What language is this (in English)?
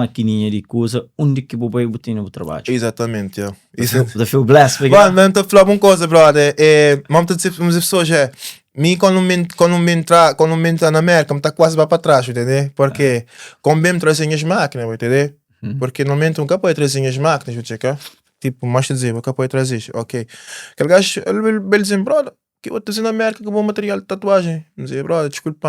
Kabuverdianu